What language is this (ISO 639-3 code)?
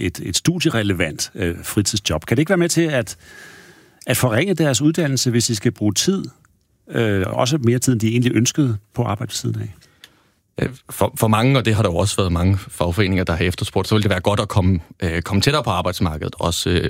dan